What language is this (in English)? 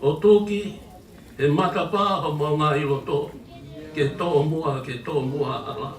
Tongan